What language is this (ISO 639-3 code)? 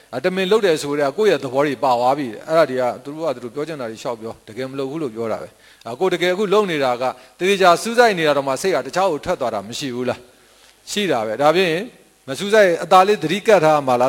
mya